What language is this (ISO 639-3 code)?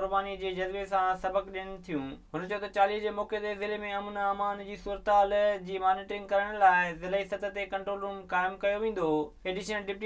snd